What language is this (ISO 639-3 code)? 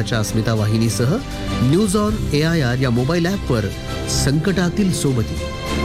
mar